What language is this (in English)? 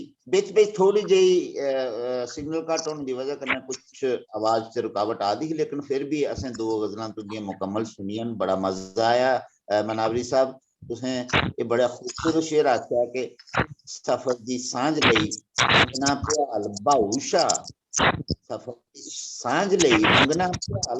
Dogri